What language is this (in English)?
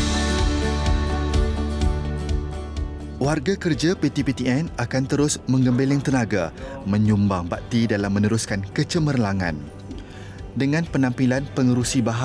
Malay